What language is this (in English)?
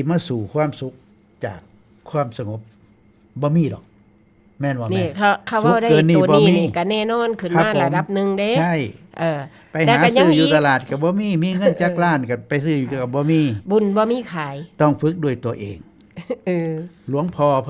Northeastern Thai